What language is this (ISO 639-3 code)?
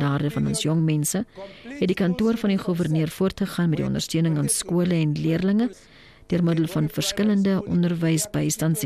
afr